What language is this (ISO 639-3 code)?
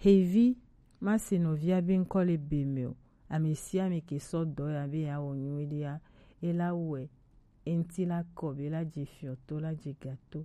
gej